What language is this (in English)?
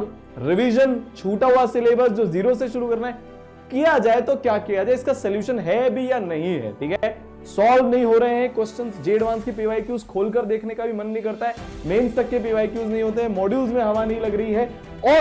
Hindi